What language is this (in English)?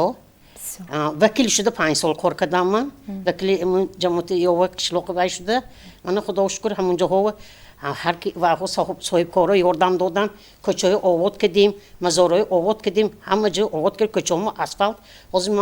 Tajik